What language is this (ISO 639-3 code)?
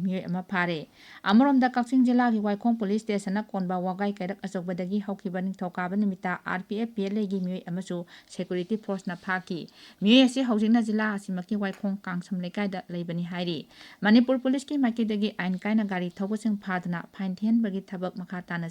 mni